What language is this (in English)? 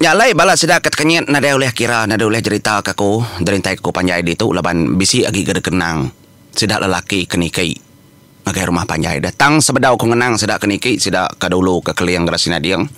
Iban